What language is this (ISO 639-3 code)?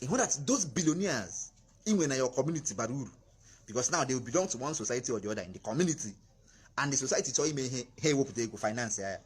ibo